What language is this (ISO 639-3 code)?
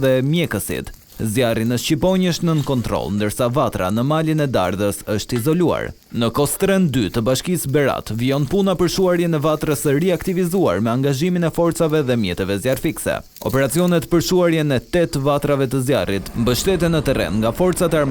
sqi